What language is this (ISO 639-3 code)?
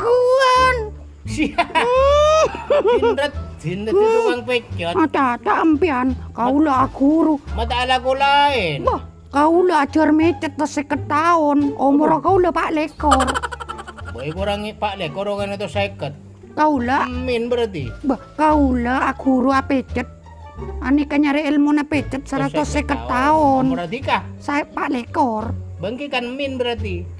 mad